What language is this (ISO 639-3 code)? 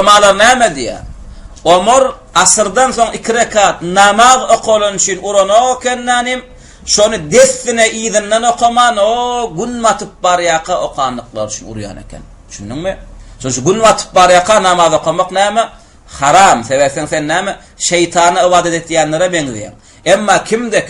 tuk